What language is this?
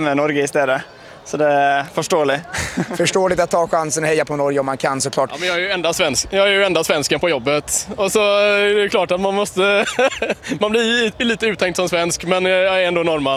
Swedish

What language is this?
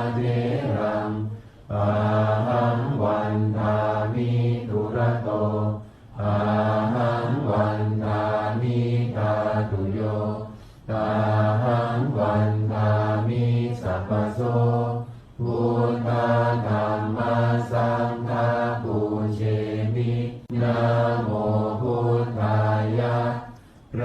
Pali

